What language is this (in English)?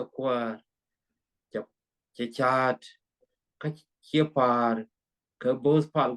Nuer